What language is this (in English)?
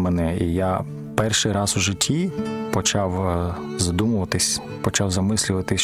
Ukrainian